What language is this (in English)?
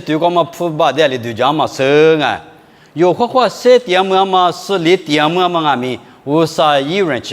Lisu